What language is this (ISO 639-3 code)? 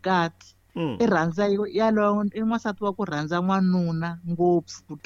tso